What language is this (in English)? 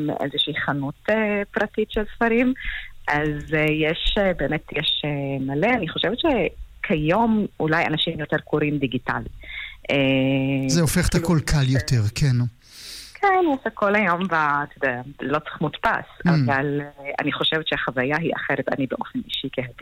Hebrew